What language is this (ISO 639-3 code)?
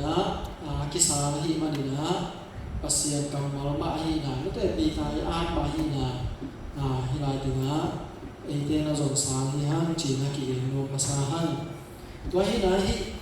ctd